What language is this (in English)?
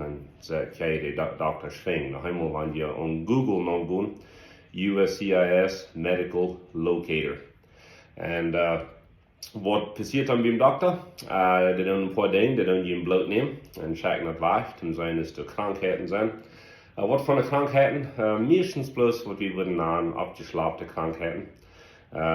Plautdietsch